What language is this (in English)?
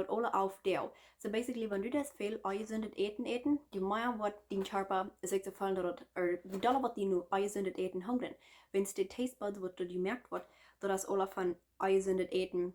Plautdietsch